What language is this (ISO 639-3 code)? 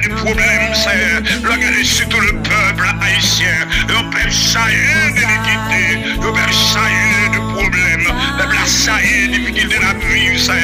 fra